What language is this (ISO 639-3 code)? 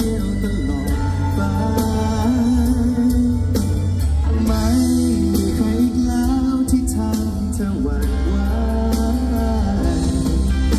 tha